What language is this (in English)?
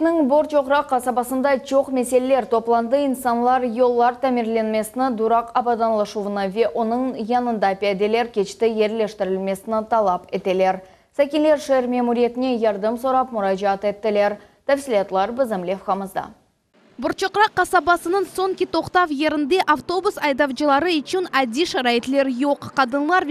Crimean Tatar